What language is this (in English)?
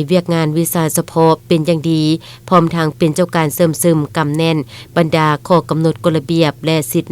Lao